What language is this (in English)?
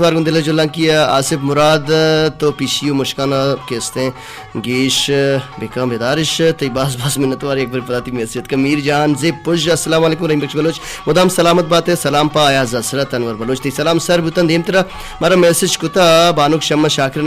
Baluchi